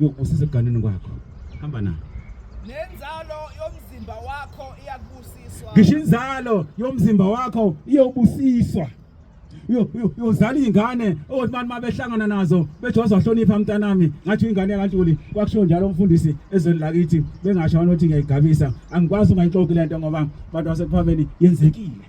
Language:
Zulu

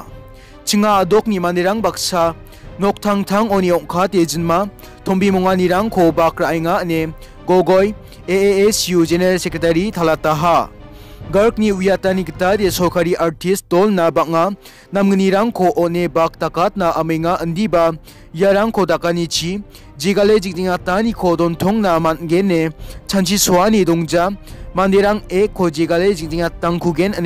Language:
Garo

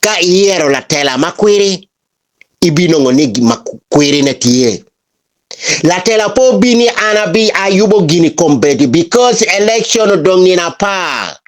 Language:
Acoli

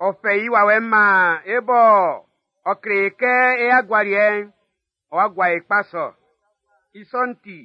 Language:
Baoulé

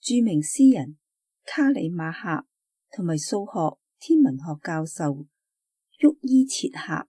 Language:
Cantonese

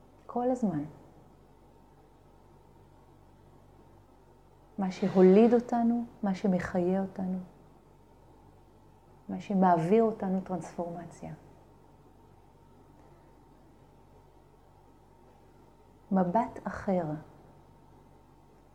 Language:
Hebrew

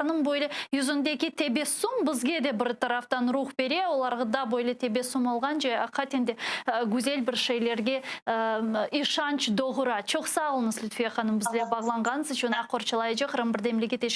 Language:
Crimean Tatar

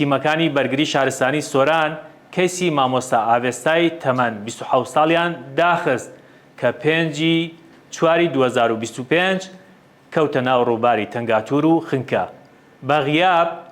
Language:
Central Kurdish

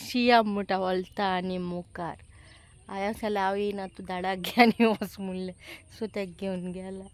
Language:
Konkani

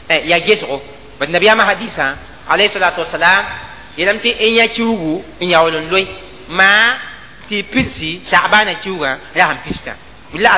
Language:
Mossi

